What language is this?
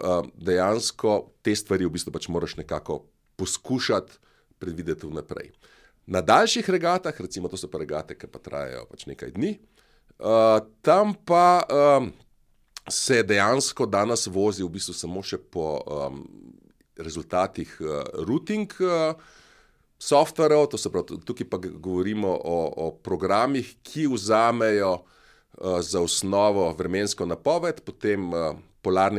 Slovenian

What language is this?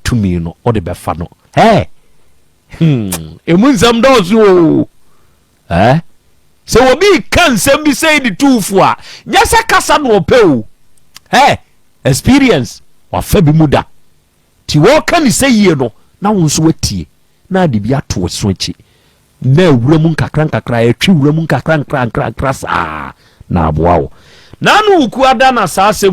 Akan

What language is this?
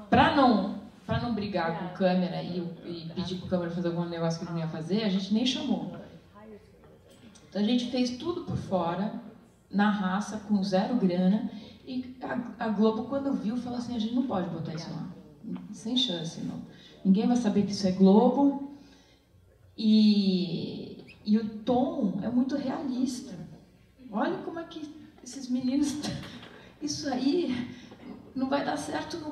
Portuguese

